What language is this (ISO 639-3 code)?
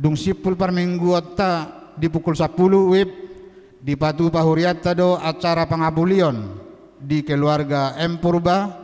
bbc